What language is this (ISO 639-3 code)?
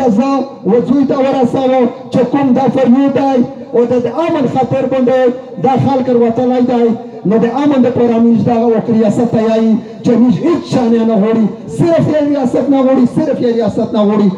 pus